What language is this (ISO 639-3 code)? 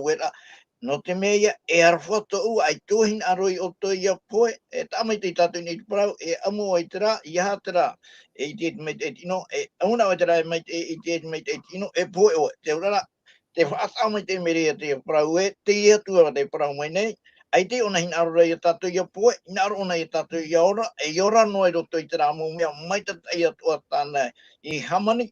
tah